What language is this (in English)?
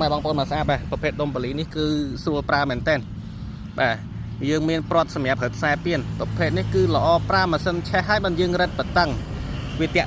Khmer